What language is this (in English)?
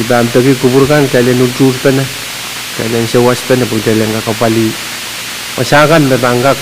Pohnpeian